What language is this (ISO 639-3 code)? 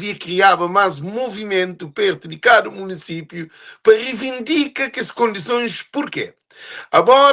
kea